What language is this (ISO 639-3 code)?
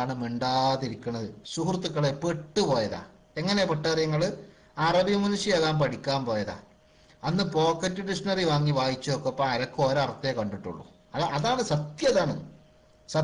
mal